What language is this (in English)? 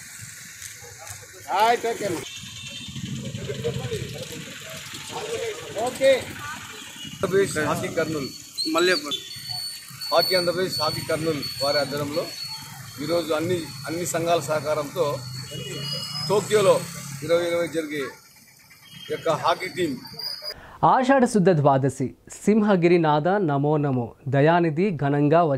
Telugu